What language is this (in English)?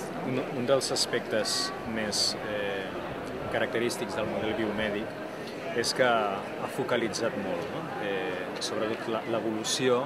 Catalan